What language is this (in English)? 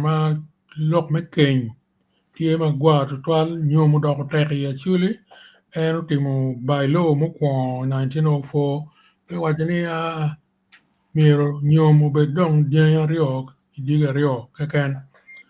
Acoli